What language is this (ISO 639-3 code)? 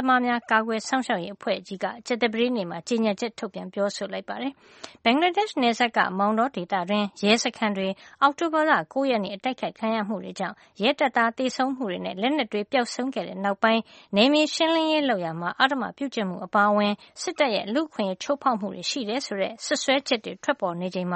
mya